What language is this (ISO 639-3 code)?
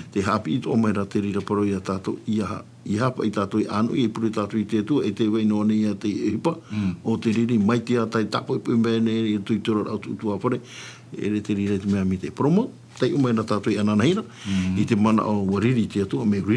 tah